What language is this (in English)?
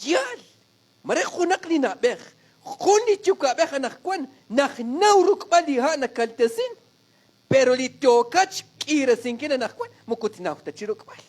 Kekchí